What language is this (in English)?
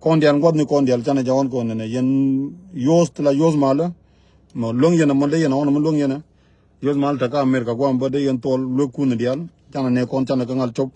Nuer